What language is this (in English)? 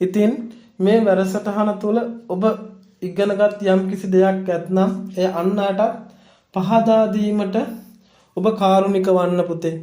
Sinhala